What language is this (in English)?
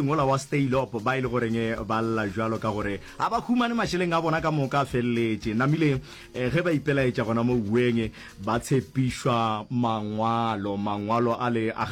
Northern Sotho